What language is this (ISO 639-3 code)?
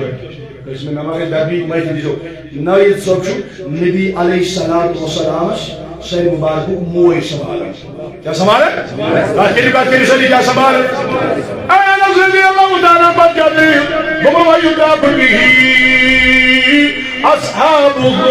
kas